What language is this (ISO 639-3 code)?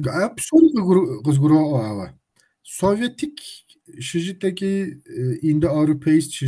kbd